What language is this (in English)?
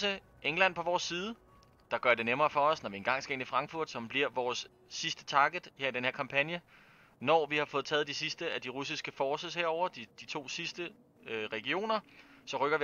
Danish